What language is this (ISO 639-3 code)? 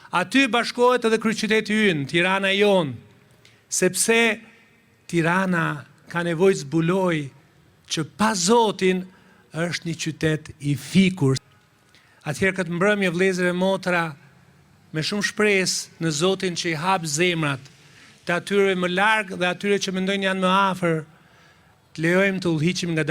sqi